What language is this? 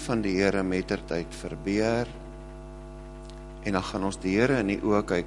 Afrikaans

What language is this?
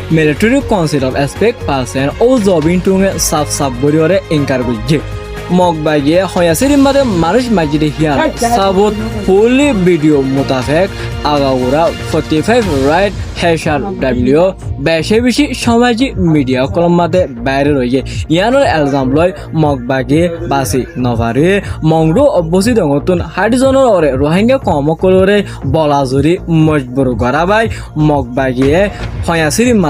Rohingya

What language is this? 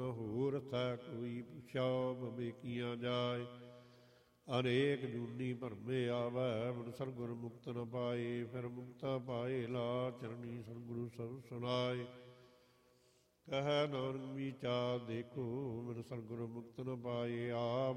Punjabi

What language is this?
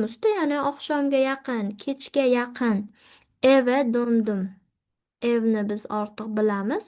Uzbek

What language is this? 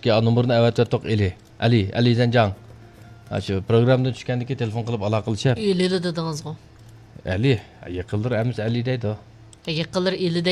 Uyghur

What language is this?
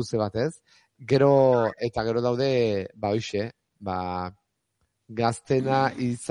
Basque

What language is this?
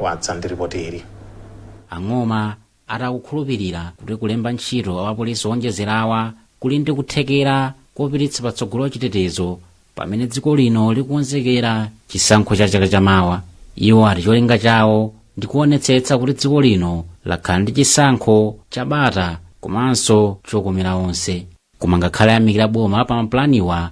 Nyanja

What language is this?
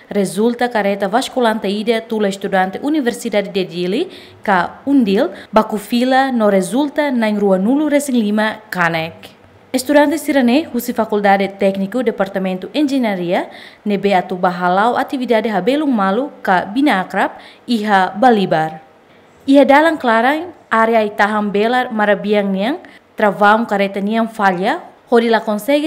Tetum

